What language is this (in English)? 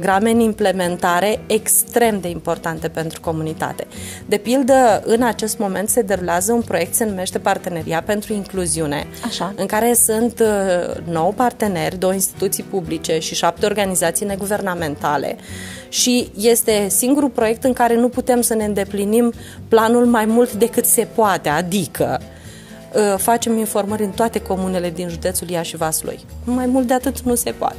Romanian